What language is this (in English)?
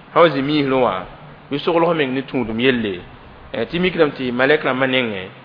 Mossi